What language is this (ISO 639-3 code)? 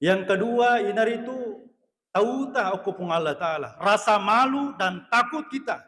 bug